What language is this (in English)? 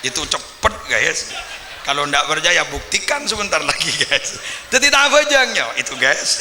Madurese